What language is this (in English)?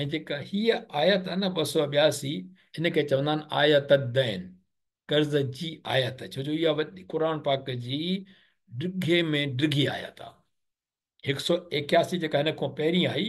Sindhi